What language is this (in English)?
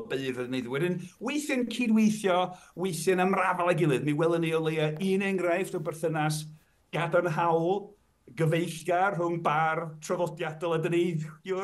Welsh